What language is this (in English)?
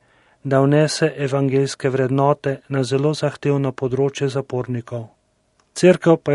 Slovenian